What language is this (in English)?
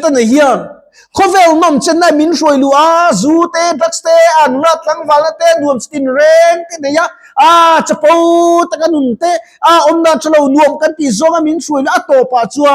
Mizo